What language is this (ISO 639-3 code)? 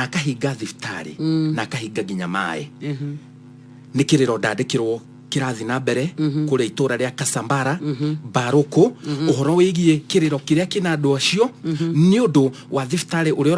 kik